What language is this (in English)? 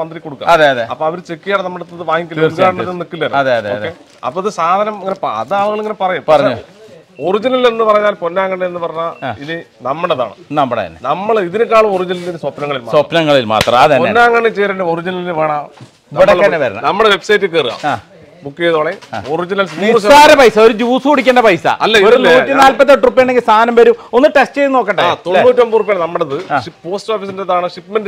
Malayalam